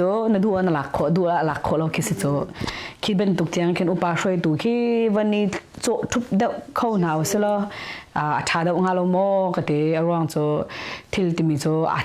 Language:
Hakha Chin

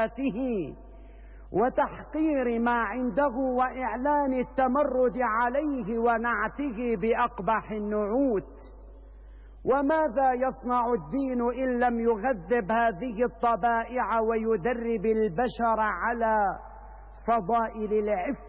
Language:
Arabic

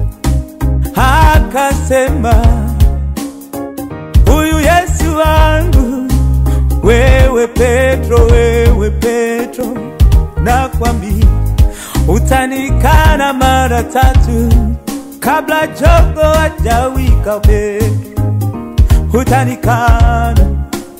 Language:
Swahili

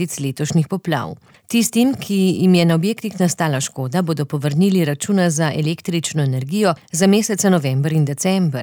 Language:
Slovenian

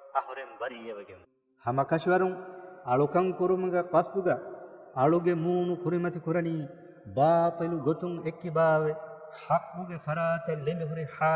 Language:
Divehi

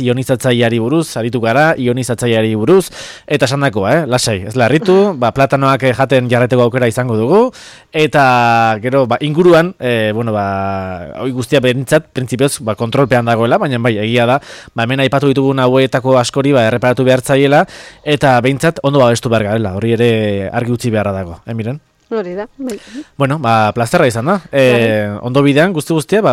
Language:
Basque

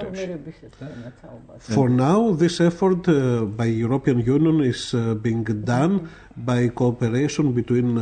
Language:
Georgian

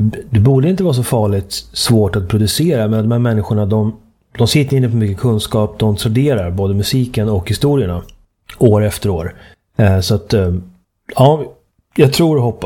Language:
Swedish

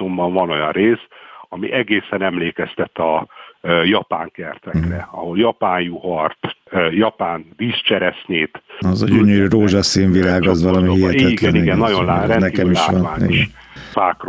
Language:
Hungarian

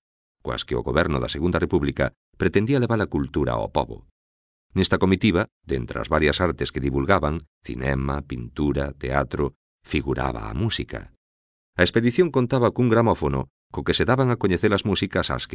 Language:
Galician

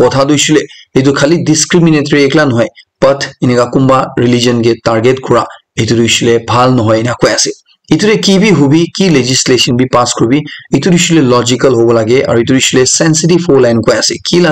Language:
Naga Pidgin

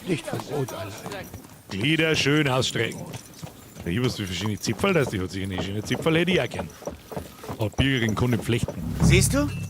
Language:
Bavarian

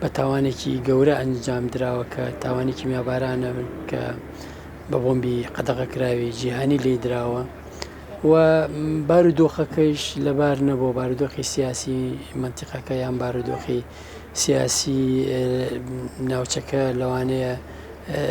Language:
Central Kurdish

